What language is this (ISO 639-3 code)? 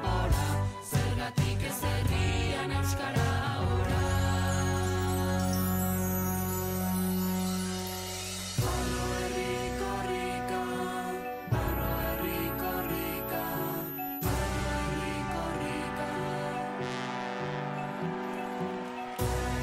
eus